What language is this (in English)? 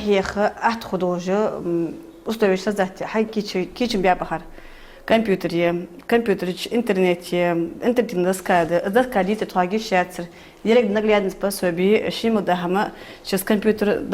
Ingush